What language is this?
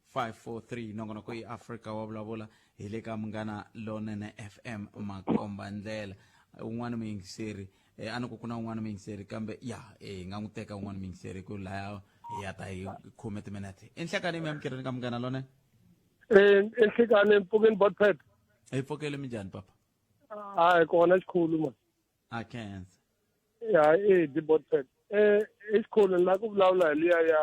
Tsonga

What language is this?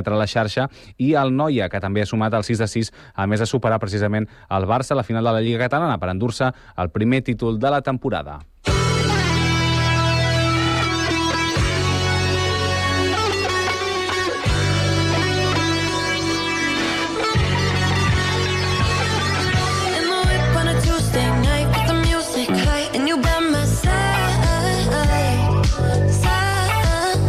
Catalan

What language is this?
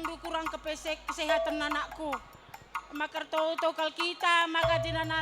Batak Karo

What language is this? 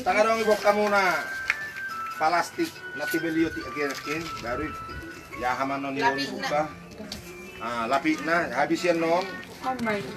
Batak Toba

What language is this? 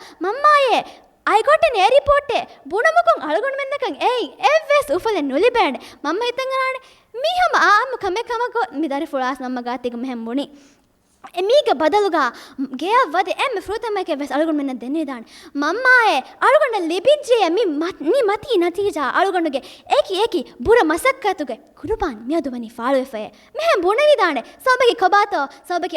Divehi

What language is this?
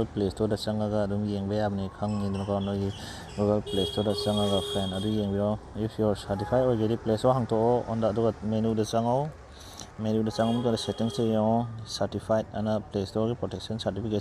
Manipuri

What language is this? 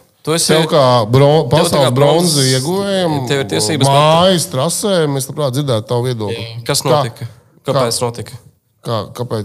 Latvian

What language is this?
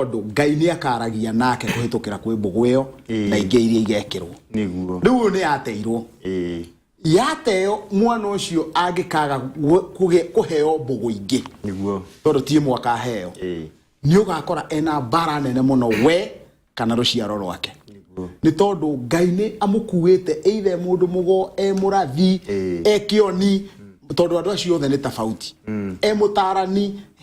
Kikuyu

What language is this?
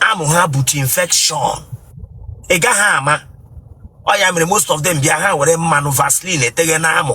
Igbo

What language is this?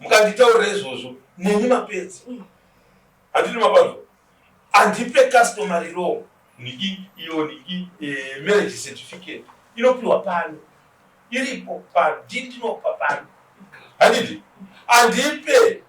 Shona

